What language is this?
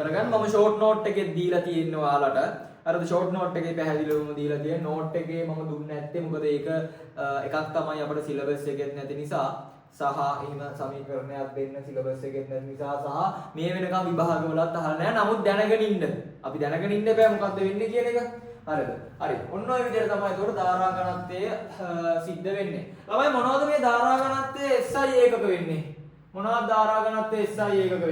Sinhala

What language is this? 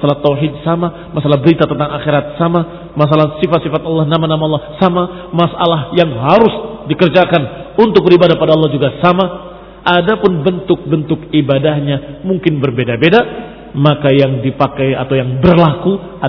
Indonesian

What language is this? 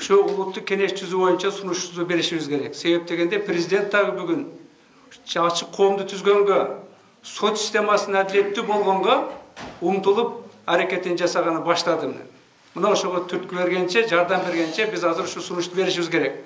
Kyrgyz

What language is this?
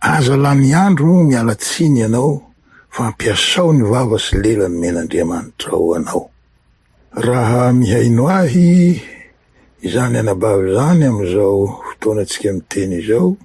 Malagasy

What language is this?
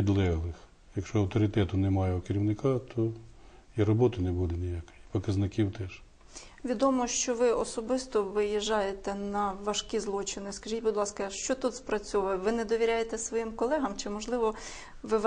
Ukrainian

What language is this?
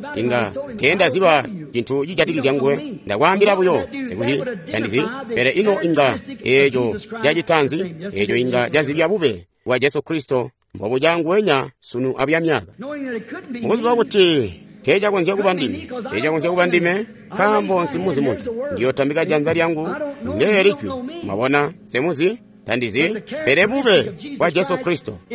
Tonga (Zambia)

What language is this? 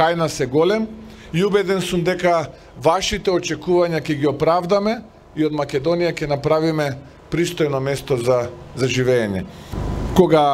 Macedonian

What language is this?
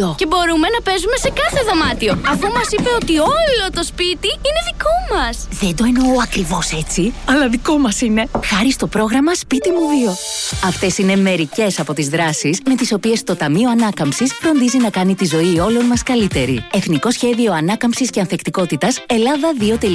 Greek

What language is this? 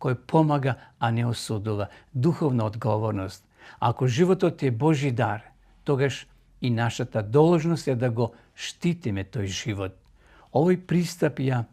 Macedonian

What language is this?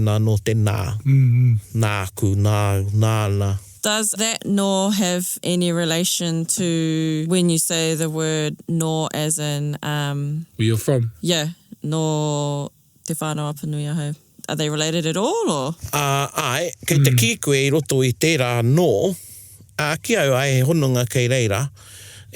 Māori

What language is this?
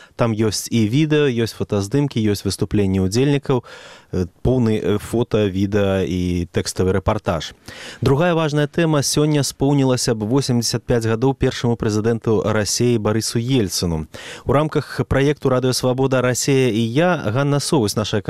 Belarusian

